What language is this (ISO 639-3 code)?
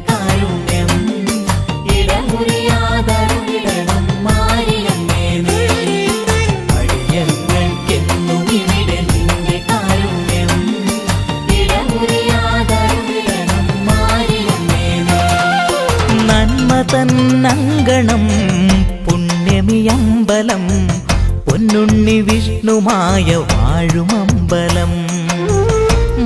mal